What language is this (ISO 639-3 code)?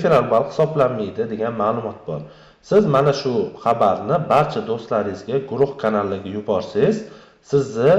uzb